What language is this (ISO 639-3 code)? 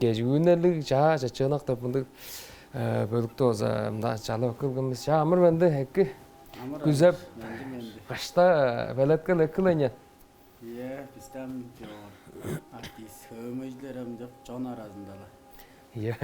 tyv